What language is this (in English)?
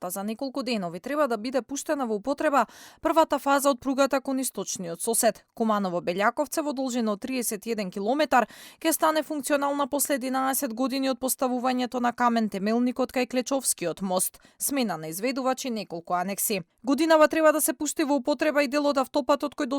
Macedonian